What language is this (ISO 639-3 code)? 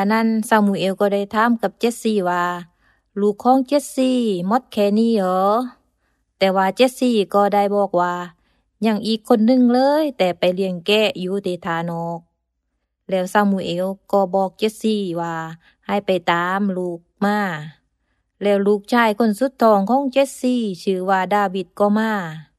tha